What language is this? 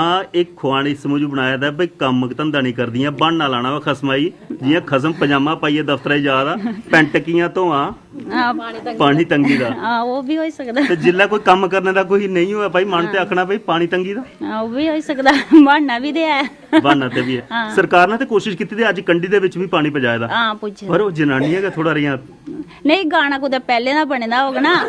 Dogri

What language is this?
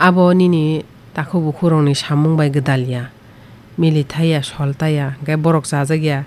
Kok Borok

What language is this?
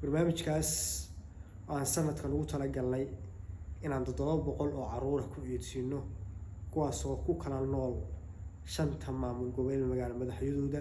Somali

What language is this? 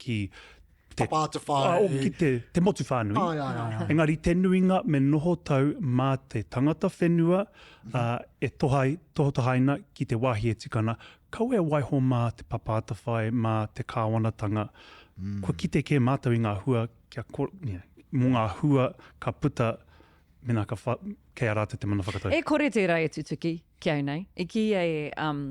Māori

